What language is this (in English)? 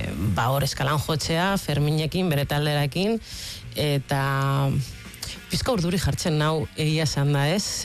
Basque